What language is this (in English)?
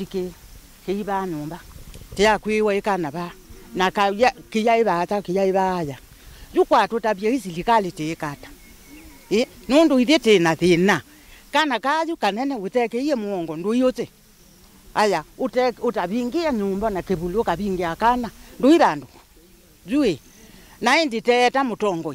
Kamba